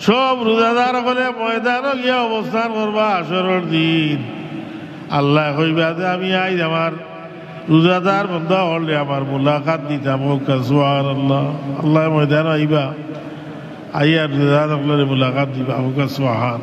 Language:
Sylheti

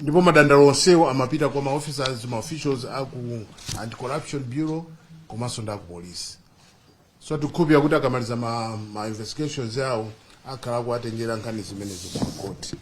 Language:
Nyanja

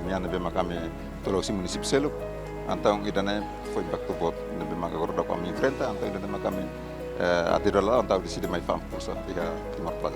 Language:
Tetum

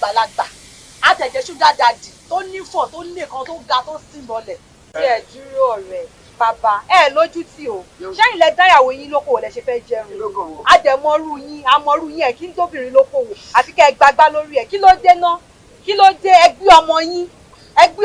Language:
Yoruba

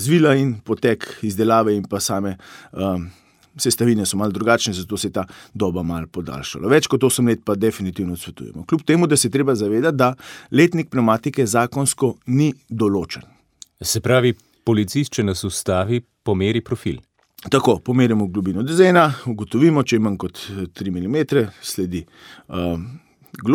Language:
Slovenian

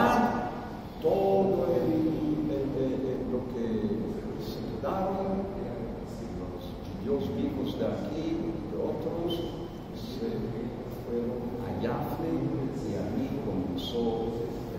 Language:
Ladino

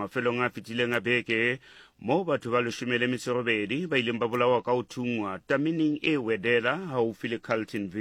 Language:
Southern Sotho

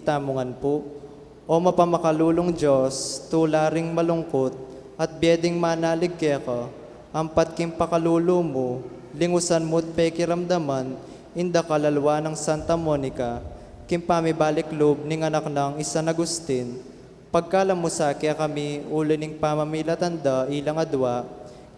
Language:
Pampanga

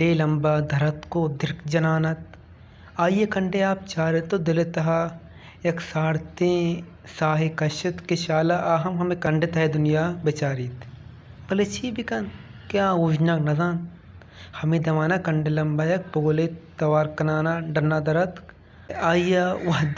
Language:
Baluchi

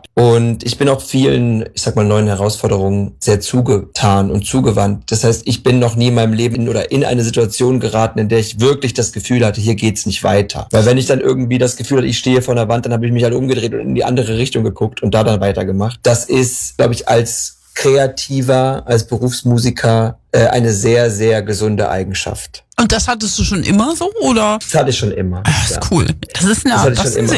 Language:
German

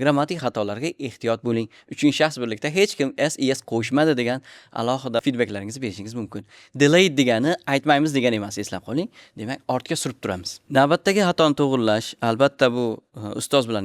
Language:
Uzbek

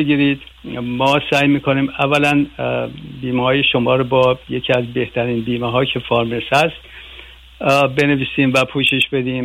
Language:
Persian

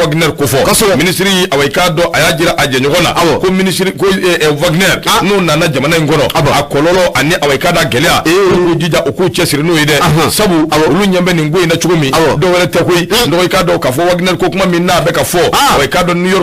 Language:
Bambara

